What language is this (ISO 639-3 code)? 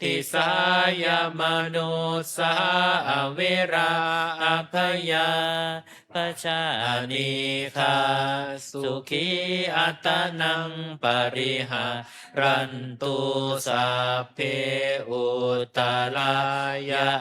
pli